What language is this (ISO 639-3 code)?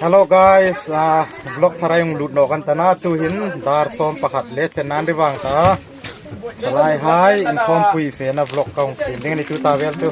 hmr